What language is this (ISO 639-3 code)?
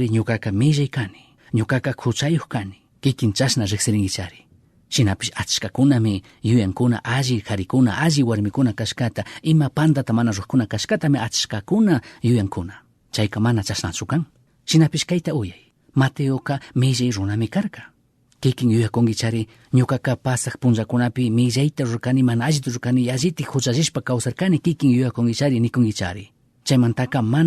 qug